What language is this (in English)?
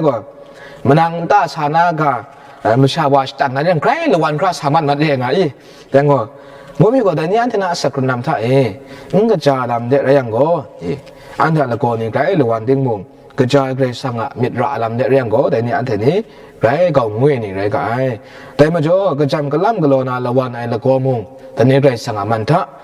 Kachin